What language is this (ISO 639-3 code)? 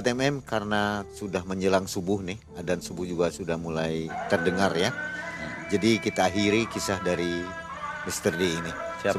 ind